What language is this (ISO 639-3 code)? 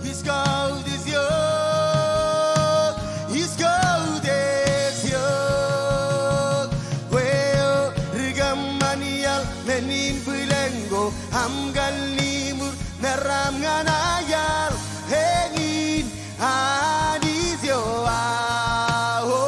mah